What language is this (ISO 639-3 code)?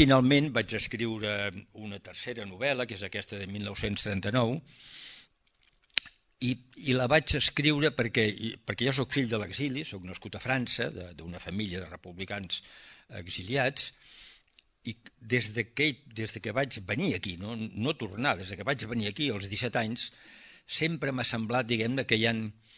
cat